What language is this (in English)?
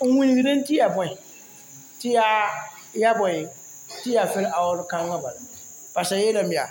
Mossi